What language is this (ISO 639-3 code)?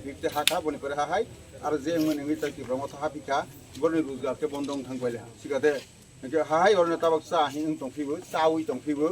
trp